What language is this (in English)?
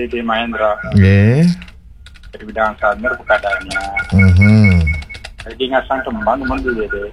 Balinese